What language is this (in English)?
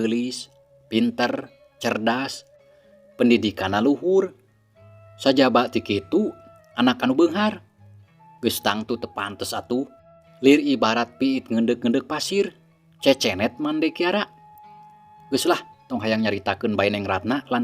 Sundanese